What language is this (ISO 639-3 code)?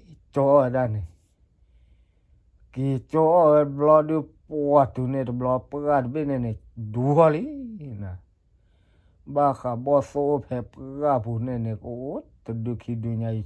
ksw